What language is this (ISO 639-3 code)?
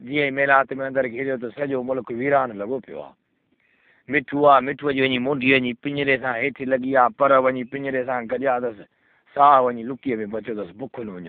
snd